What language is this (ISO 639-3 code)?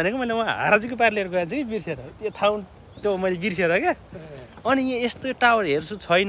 nep